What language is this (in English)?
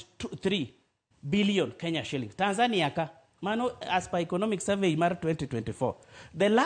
Luo (Kenya and Tanzania)